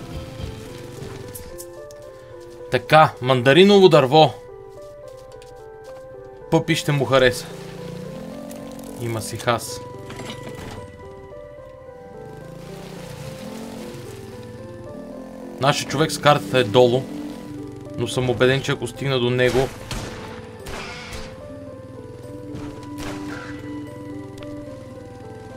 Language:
Bulgarian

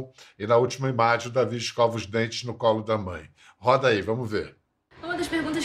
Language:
Portuguese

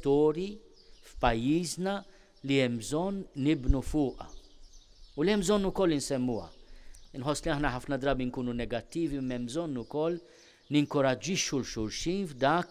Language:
Maltese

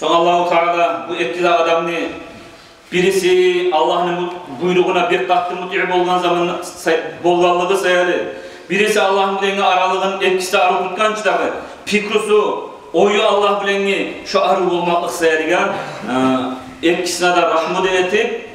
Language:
Kumyk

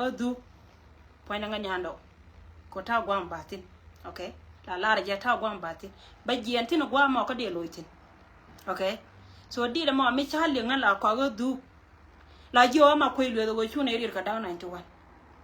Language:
Nuer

